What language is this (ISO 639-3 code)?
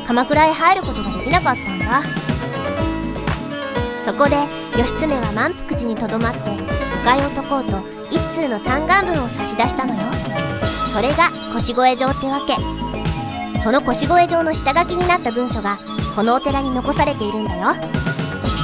jpn